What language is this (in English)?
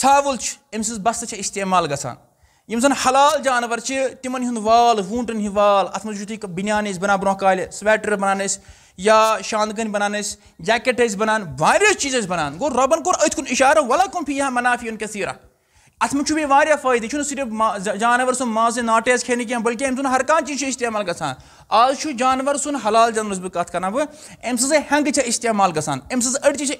Kashmiri